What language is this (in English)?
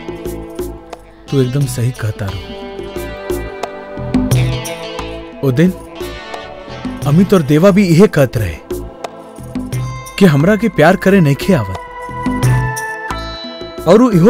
Bhojpuri